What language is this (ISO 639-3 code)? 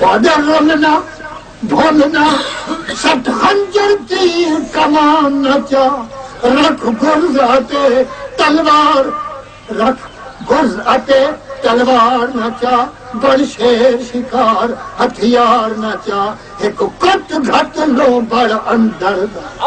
skr